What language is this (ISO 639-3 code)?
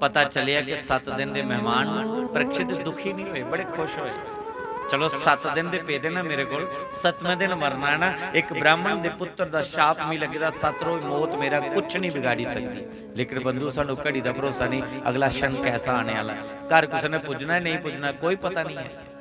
doi